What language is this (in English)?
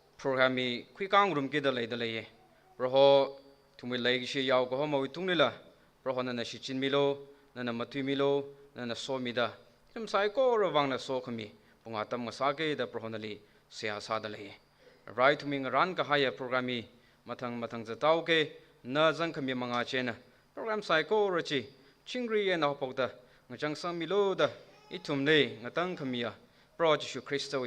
Tangkhul Naga (India)